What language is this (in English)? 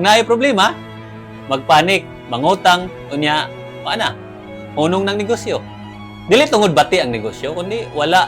Cebuano